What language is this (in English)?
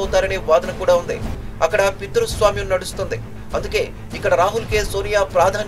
Telugu